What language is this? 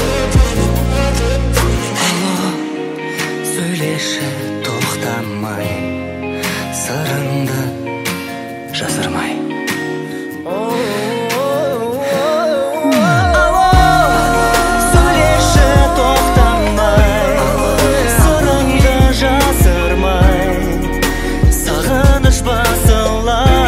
Kazakh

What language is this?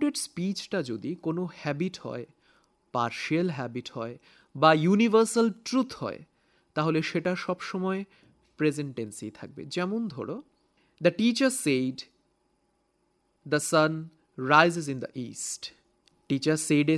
Bangla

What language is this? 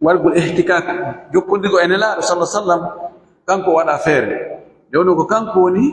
Fula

